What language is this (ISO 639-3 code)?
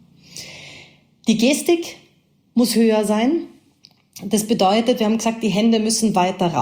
deu